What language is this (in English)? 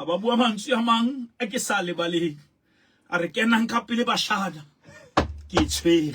Southern Sotho